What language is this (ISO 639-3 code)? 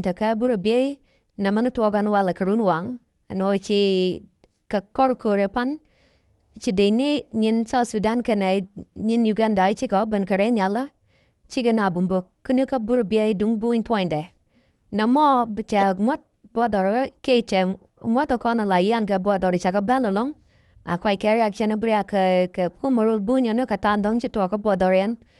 nus